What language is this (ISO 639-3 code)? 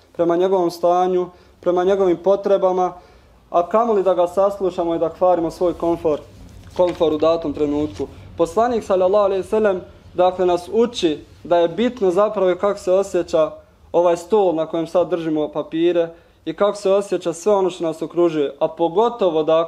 bos